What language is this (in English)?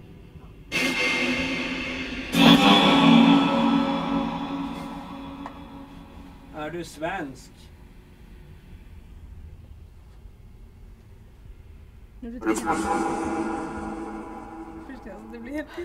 Swedish